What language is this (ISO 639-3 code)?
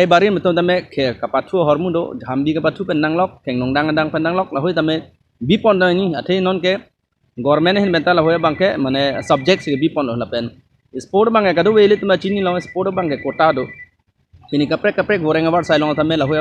mjw